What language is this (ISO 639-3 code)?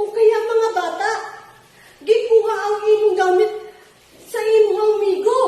ceb